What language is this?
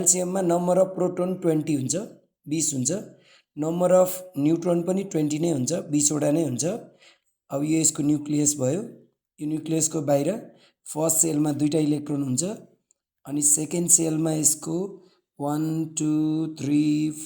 Nepali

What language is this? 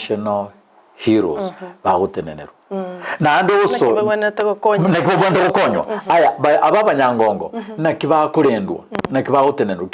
Gusii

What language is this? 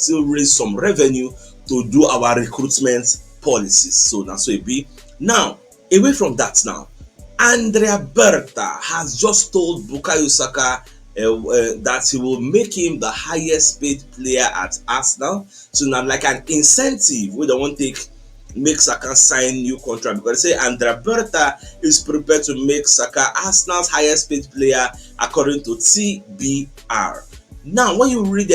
Nigerian Pidgin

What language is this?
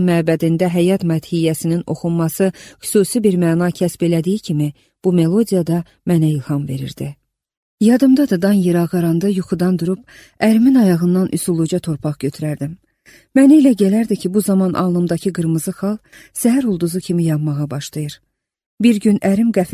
Azerbaijani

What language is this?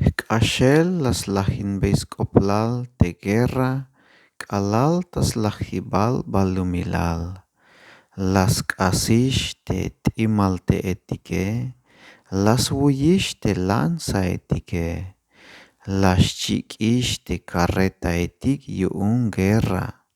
Tzeltal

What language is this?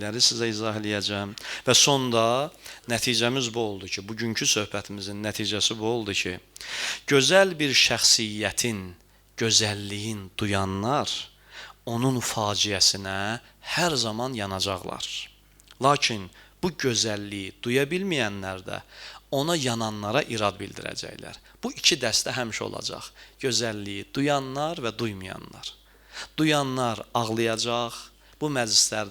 Azerbaijani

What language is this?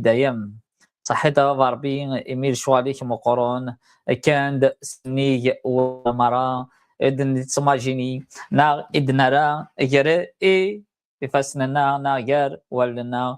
Kabyle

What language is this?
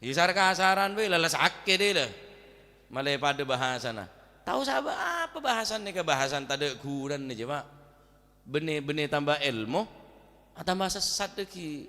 Madurese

